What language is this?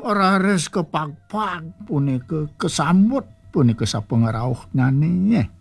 Balinese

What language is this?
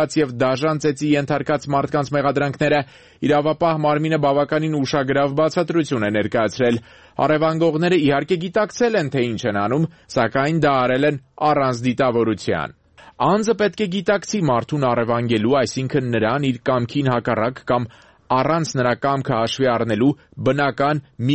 Armenian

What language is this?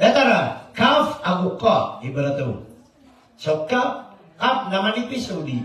Maranao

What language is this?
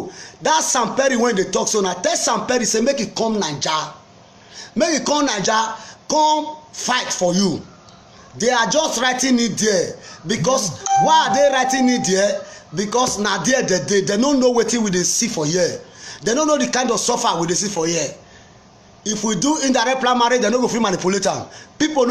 Nigerian Pidgin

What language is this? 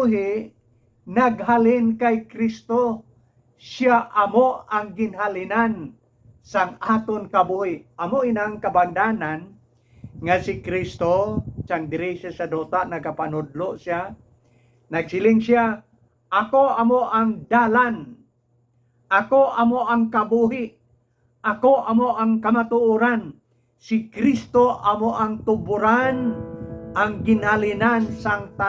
Hiligaynon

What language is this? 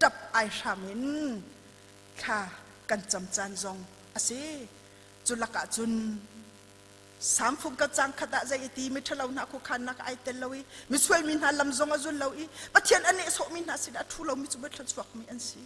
Hakha Chin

